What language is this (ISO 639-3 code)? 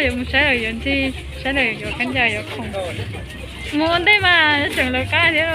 hmn